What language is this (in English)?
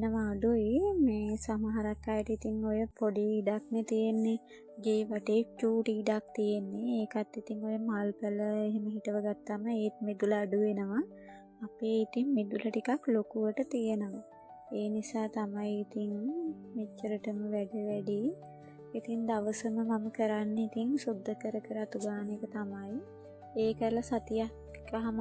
Sinhala